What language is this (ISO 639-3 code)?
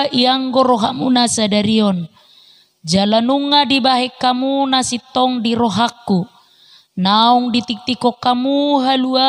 bbc